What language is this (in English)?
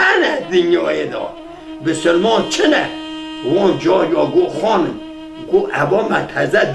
Kurdish